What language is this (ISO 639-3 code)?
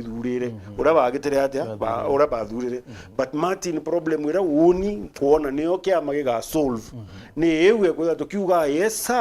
mer